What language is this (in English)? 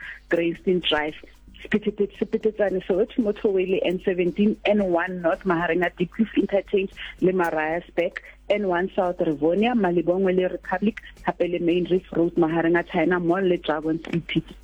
Southern Sotho